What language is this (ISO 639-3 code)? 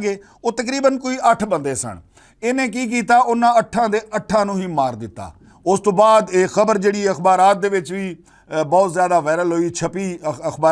lah